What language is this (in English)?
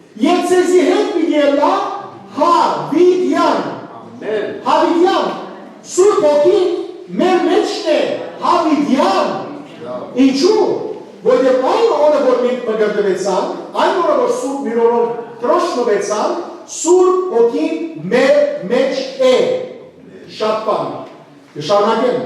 Western Armenian